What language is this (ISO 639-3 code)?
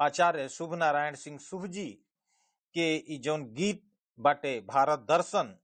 bho